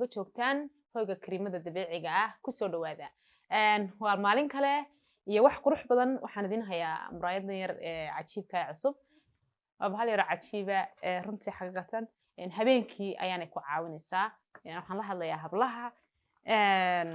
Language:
Somali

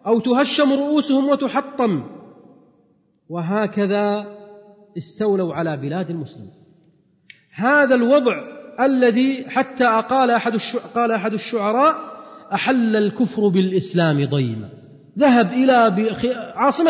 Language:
Arabic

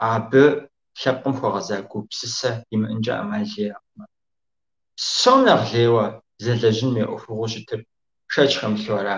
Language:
Kabardian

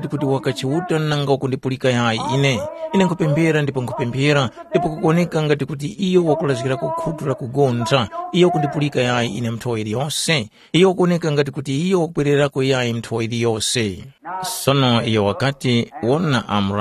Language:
Tumbuka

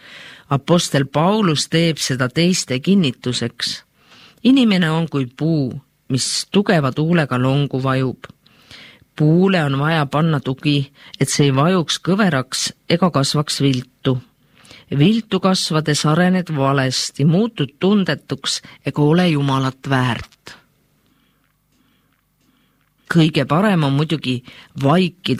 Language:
Estonian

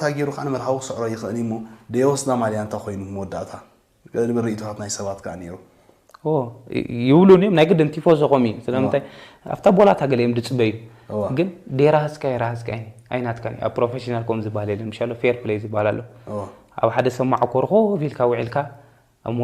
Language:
Tigrinya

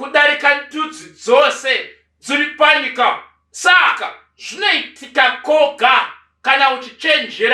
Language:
Shona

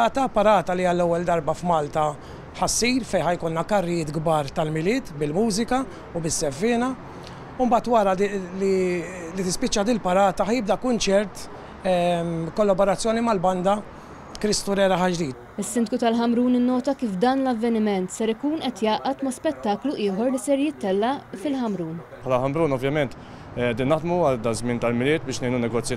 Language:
Maltese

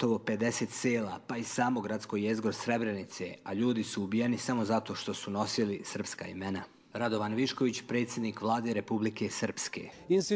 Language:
Croatian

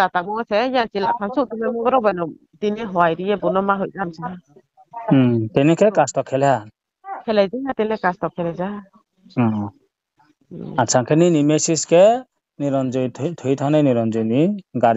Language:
Riang (India)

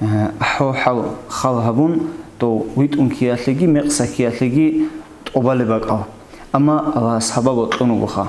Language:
Avaric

